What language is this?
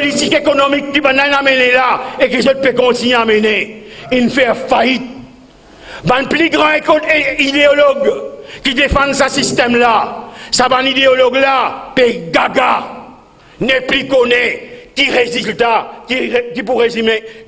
Morisyen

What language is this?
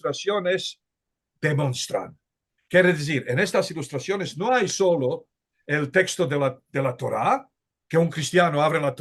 Ladino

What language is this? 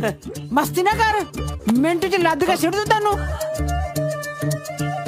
Punjabi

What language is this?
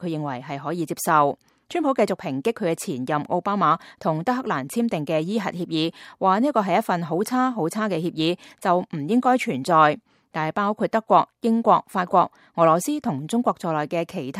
Cantonese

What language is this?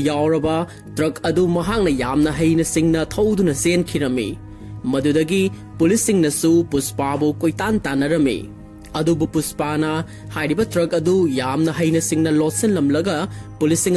Manipuri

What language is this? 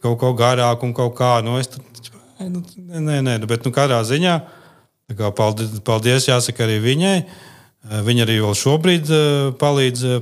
Latvian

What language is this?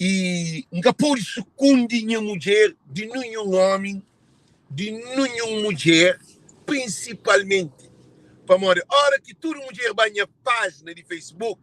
Kabuverdianu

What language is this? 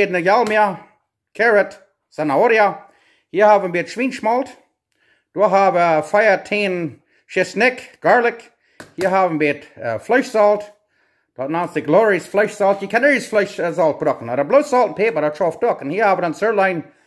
Plautdietsch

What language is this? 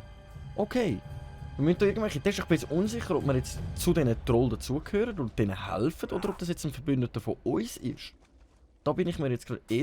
Swiss German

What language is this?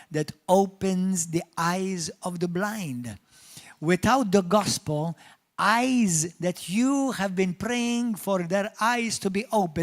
English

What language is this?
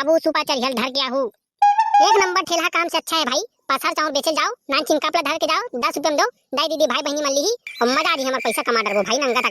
Chhattisgarhi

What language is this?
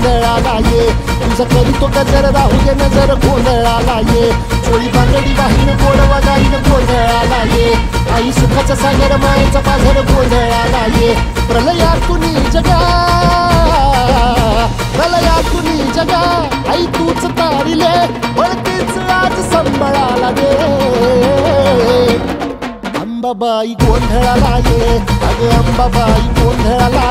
Marathi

